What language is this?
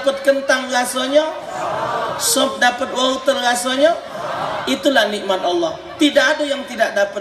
Musi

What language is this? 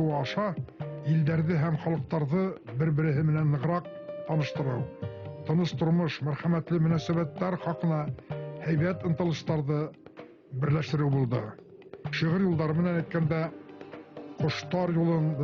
Bashkir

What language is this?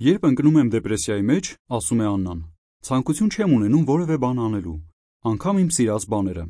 Armenian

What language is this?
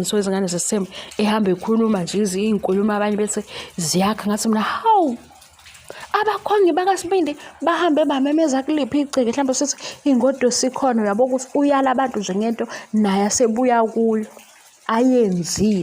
Zulu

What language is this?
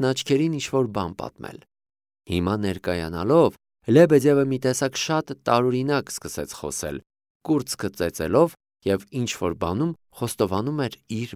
Armenian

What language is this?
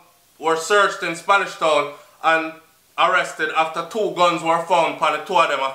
Jamaican Creole English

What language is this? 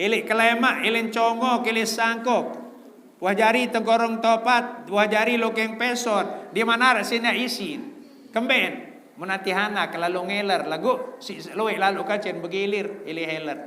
Sasak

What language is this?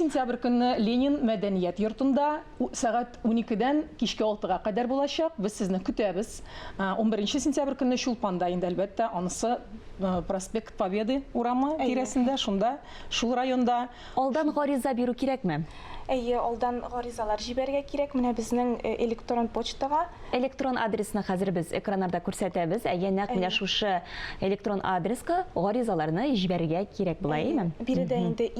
Tatar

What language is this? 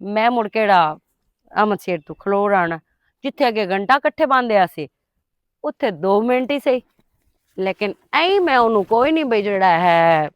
Western Panjabi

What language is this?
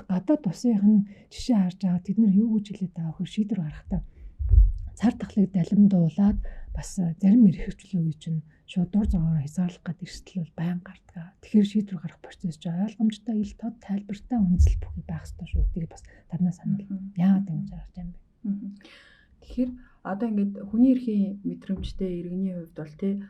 Mongolian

